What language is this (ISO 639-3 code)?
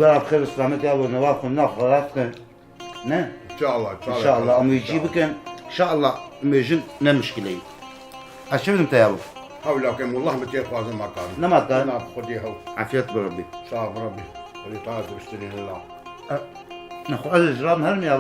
kur